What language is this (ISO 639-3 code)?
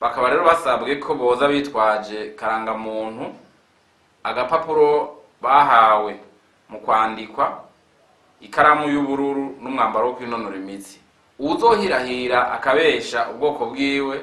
run